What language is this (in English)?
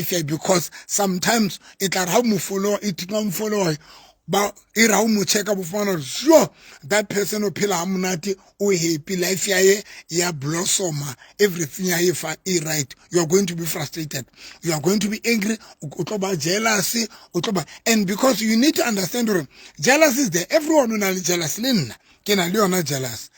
Southern Sotho